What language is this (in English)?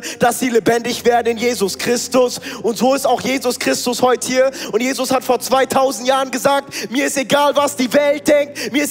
Swiss German